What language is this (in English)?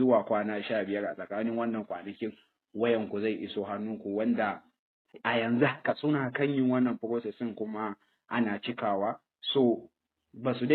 Hausa